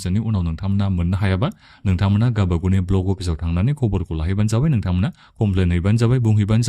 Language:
Bodo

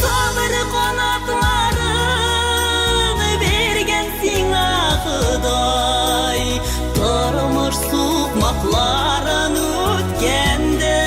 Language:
Tatar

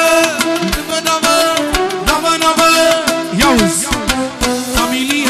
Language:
Romanian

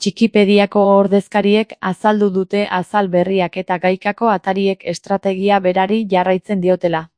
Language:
Basque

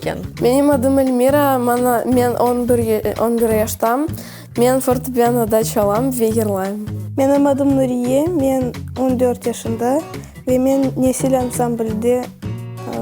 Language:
Crimean Tatar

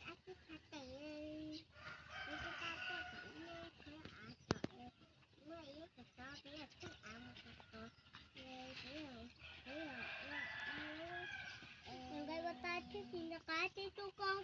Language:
Hmong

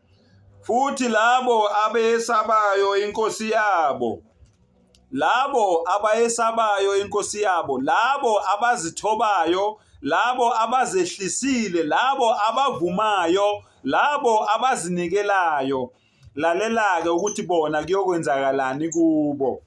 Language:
Zulu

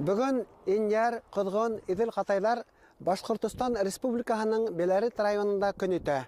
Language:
Bashkir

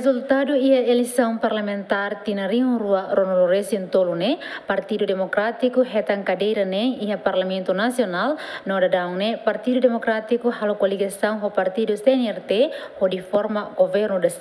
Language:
Tetum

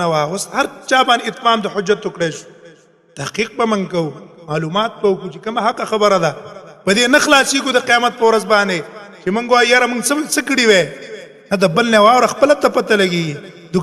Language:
Pashto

